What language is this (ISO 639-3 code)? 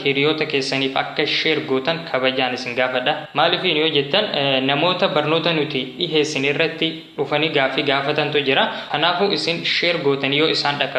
orm